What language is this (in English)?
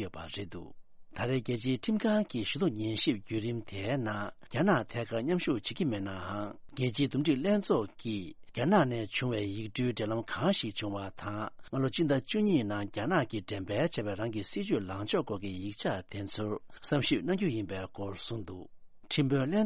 Tibetan